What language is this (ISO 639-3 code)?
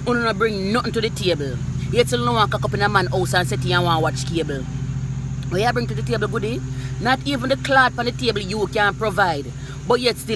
jam